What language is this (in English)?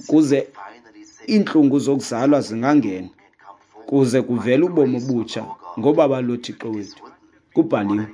Xhosa